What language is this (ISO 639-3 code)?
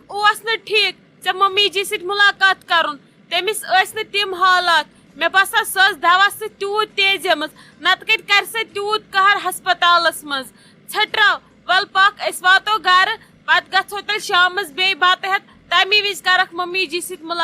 kas